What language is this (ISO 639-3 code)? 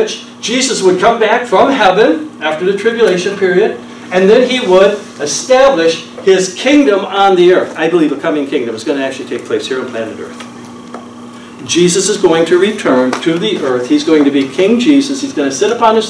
eng